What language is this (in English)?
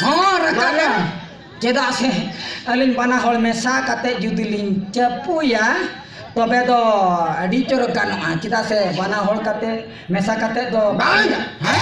Santali